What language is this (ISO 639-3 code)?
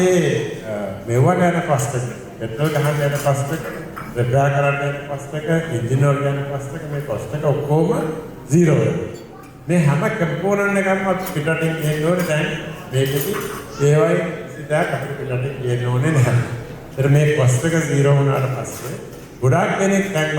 sin